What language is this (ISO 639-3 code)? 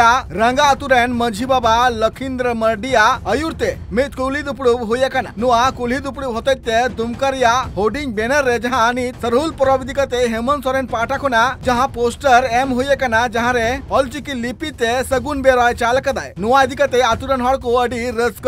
sat